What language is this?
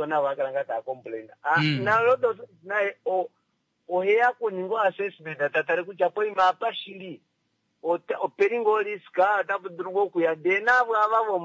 Kuanyama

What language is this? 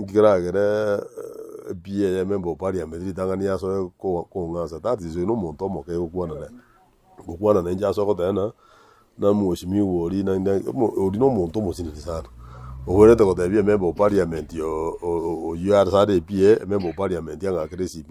Gusii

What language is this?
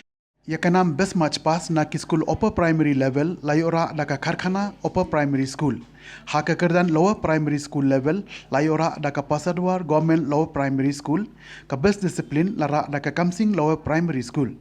Khasi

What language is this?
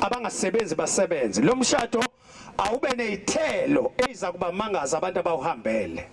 Zulu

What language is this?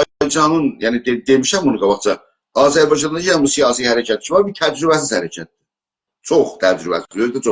South Azerbaijani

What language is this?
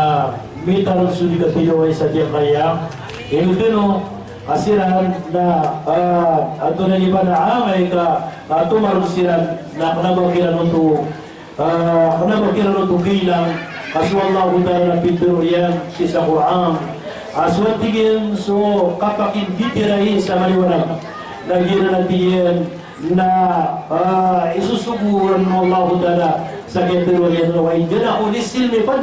Maranao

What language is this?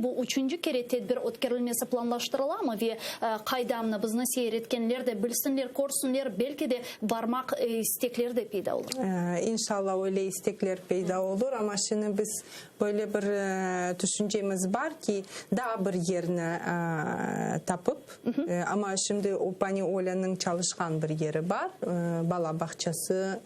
Crimean Tatar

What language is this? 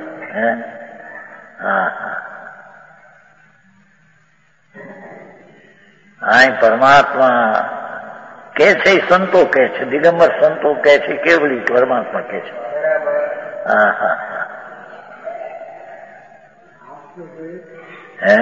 Gujarati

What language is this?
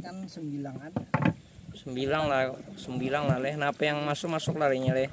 Banjar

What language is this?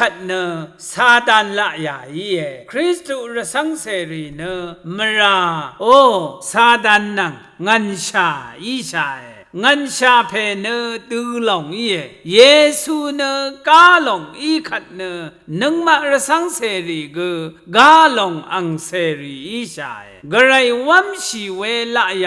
Rawang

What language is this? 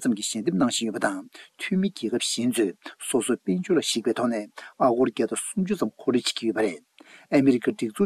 Tibetan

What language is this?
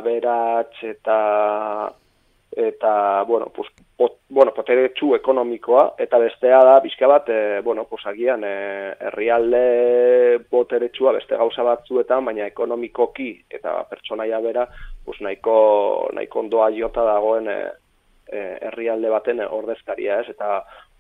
Basque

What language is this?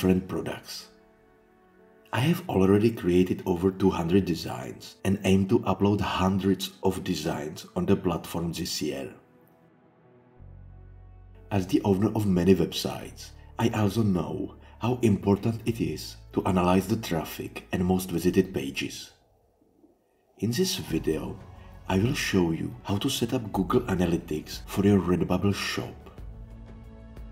English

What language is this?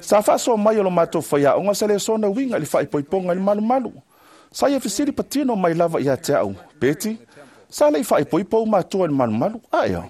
Samoan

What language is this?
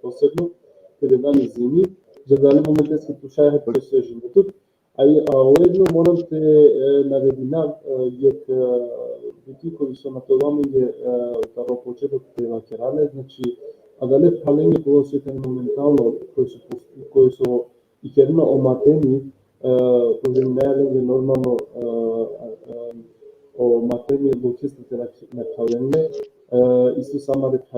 Balkan Romani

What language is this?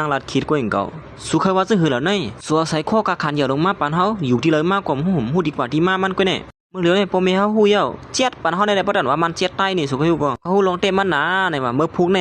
Shan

